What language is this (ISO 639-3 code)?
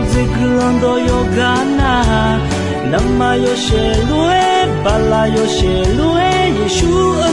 ahk